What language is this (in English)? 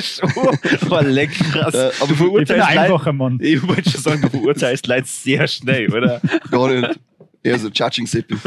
Bavarian